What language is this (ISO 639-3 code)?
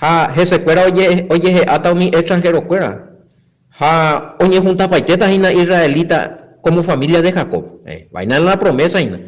grn